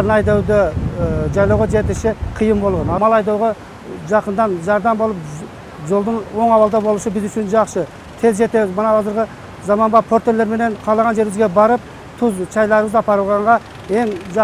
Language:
Kyrgyz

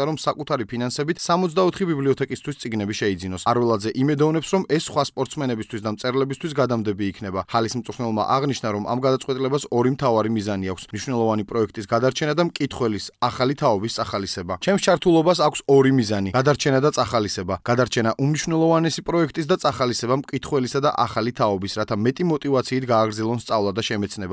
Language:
Georgian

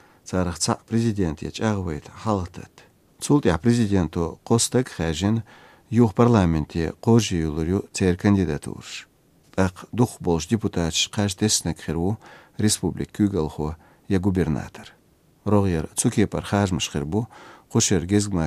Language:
Chechen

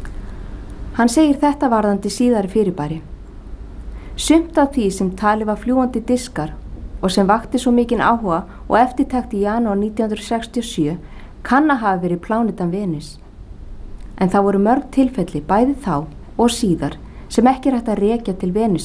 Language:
Icelandic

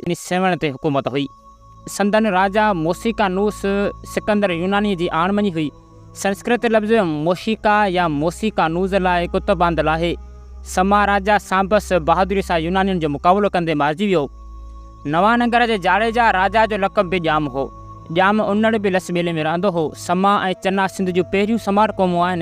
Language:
Sindhi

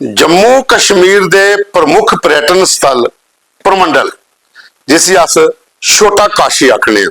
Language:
Dogri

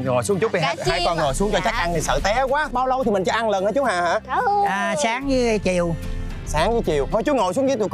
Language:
Vietnamese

